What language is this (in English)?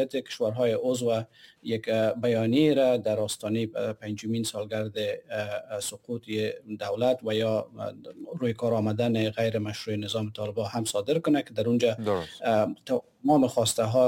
Persian